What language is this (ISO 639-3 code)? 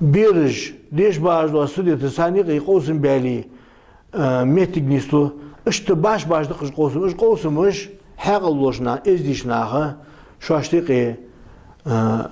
inh